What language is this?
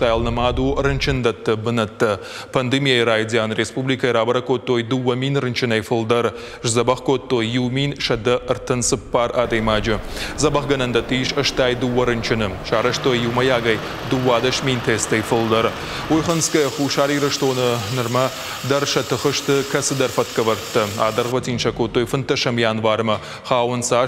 Ossetic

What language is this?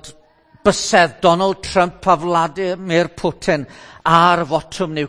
Welsh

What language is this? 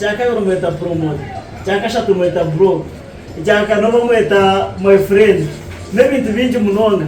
Nyankole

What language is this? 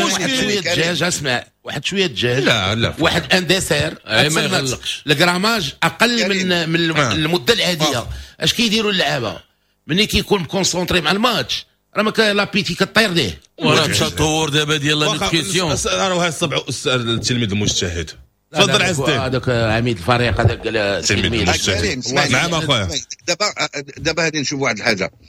Moroccan Arabic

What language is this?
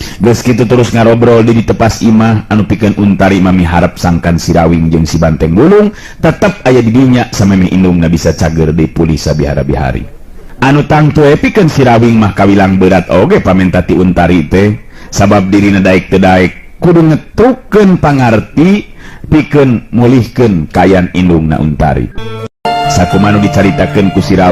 Sundanese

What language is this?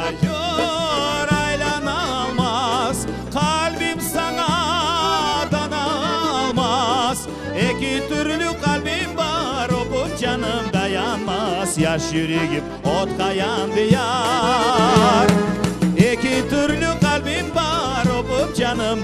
Crimean Tatar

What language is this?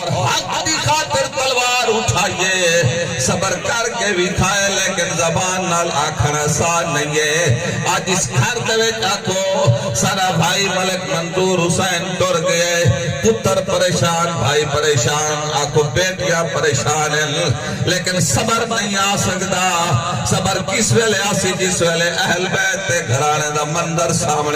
Saraiki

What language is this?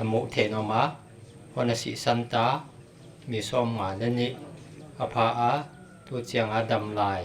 Paite Chin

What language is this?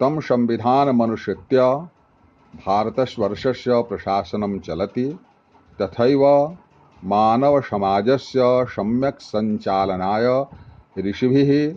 Sanskrit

